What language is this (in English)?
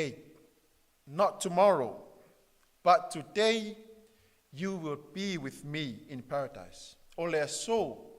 Samoan